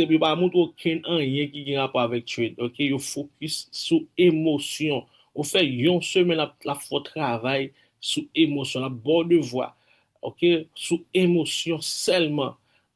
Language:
Haitian Creole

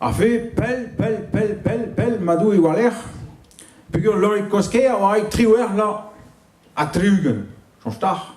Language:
Breton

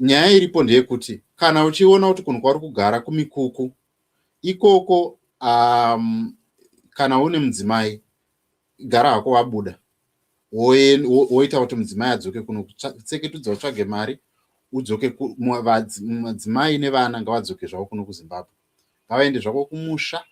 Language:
Shona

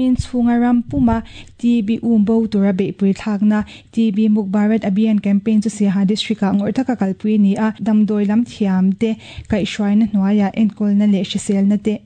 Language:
Mizo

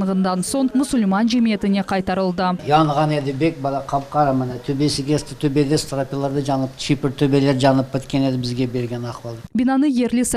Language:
Crimean Tatar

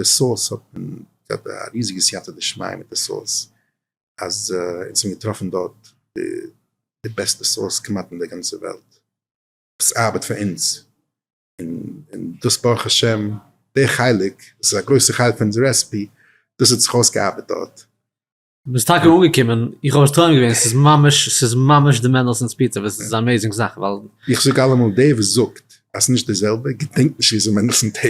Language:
Yiddish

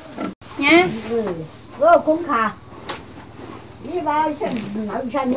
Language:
Vietnamese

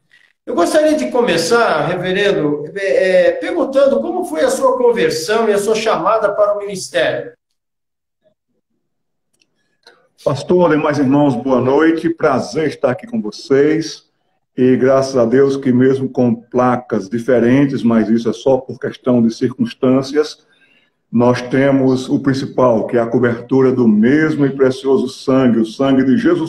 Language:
Portuguese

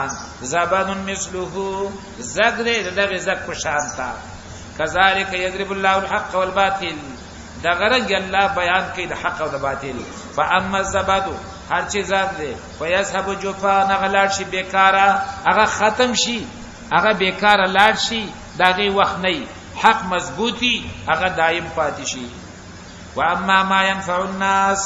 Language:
Pashto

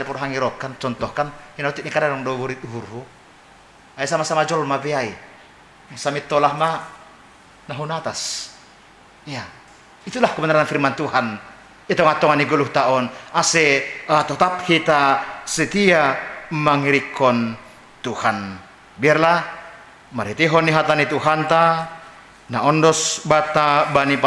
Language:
Batak Simalungun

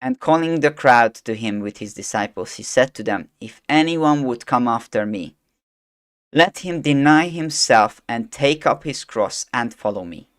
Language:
English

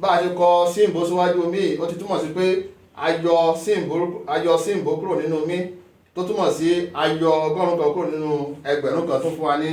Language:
Yoruba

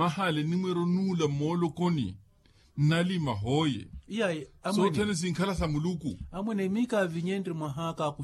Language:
Makhuwa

